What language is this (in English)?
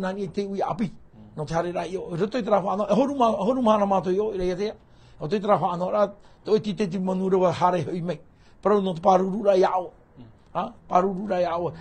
Tahitian